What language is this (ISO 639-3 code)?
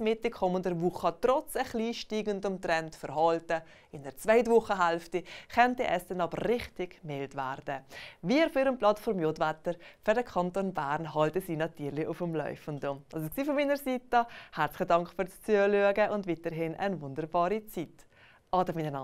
gsw